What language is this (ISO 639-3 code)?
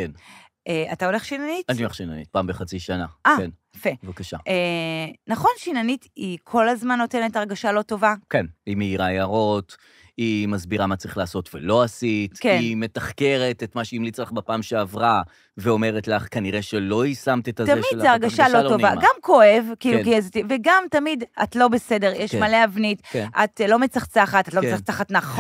heb